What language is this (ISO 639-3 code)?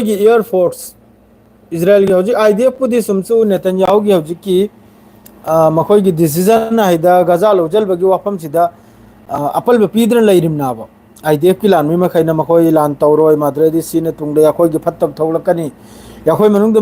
mni